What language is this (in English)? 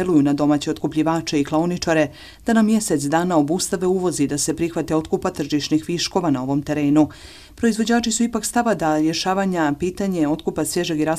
Bosnian